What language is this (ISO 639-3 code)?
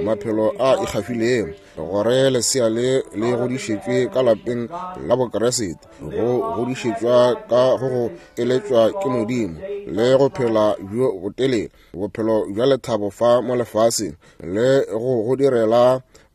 nso